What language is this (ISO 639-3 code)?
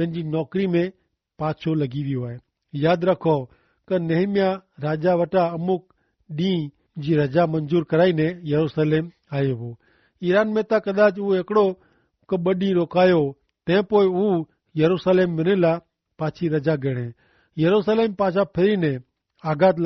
kfr